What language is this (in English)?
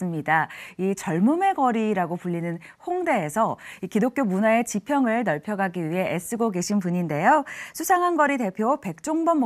Korean